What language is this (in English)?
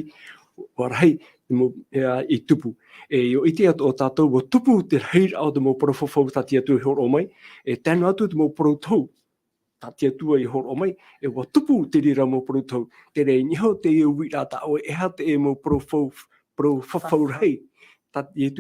Tahitian